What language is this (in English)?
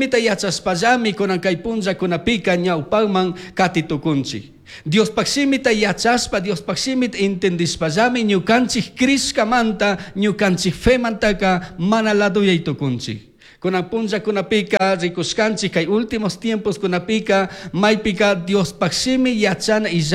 Chimborazo Highland Quichua